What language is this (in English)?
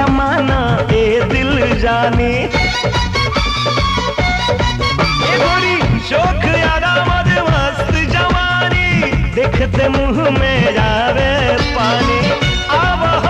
Bhojpuri